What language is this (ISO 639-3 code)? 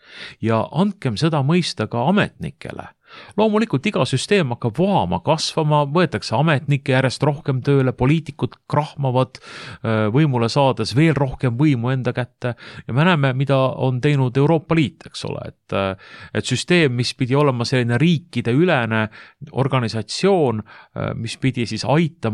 est